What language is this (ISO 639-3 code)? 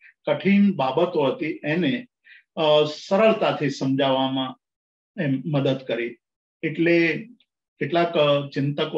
guj